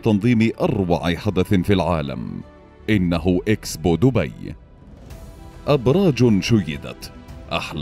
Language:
Arabic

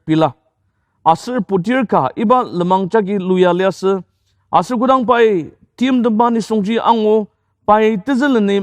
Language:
Ao Naga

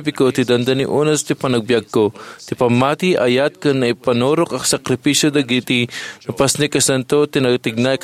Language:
Iloko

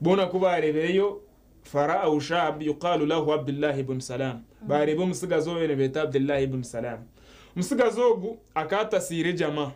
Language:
Nyankole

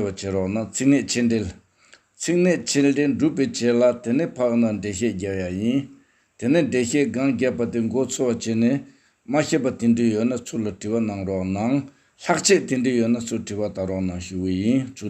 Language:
Tibetan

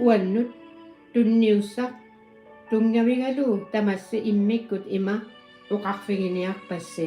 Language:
Kalaallisut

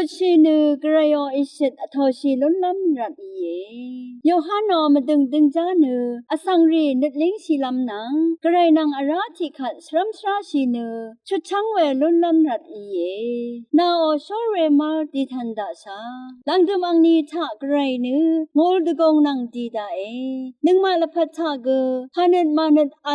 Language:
Rawang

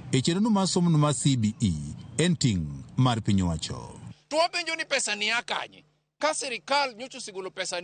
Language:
Luo (Kenya and Tanzania)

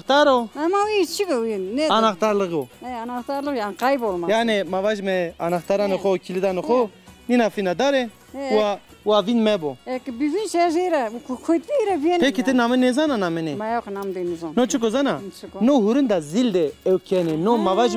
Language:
Zaza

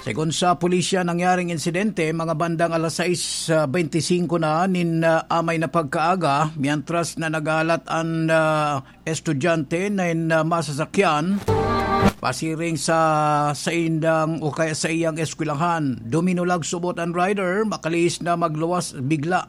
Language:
Bikol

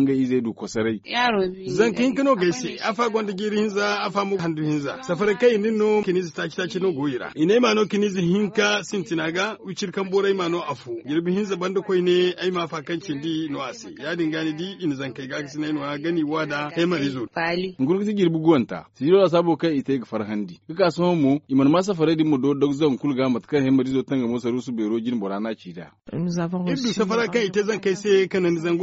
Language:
Zarma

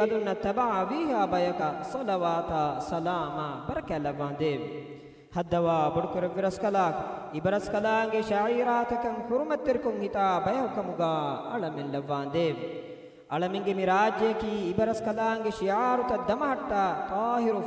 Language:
Divehi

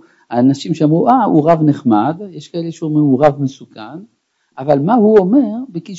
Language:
Hebrew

